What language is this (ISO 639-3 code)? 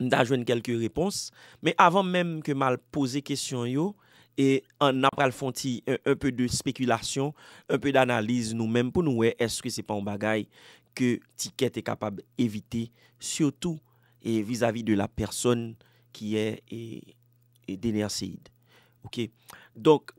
hat